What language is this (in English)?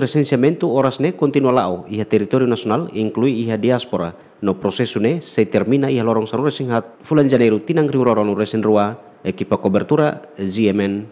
Tetum